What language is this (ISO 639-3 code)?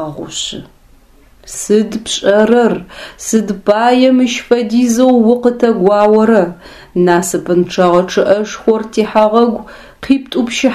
ady